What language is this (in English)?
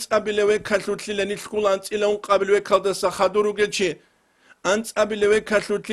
Avaric